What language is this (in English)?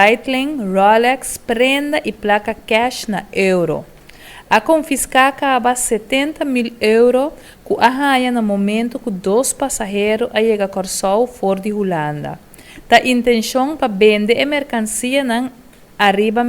Papiamento